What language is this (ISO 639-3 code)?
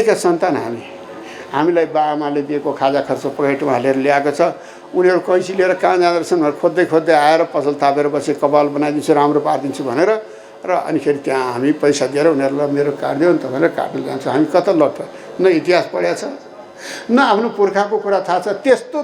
nep